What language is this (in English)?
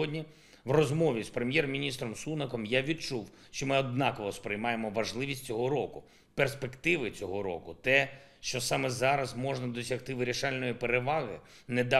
Ukrainian